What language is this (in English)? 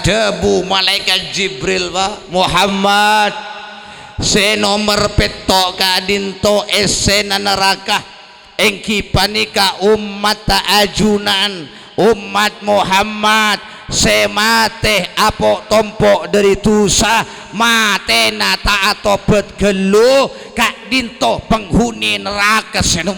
Madurese